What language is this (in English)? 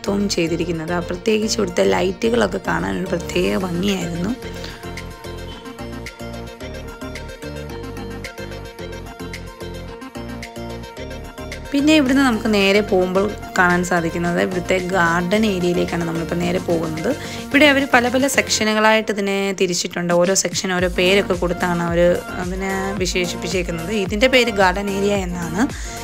Malayalam